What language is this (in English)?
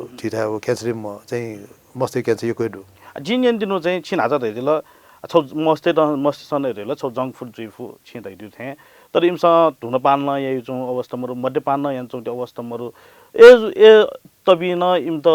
Newari